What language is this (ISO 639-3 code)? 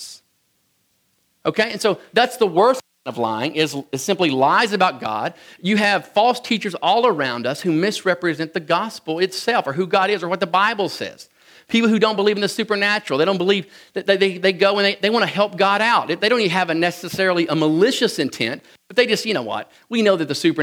eng